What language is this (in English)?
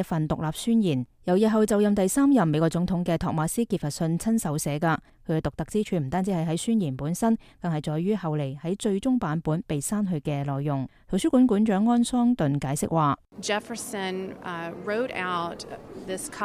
Cantonese